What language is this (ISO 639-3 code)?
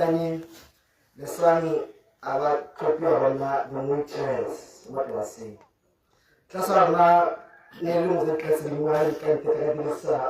tsn